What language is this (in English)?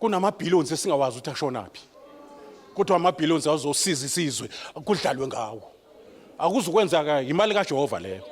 Zulu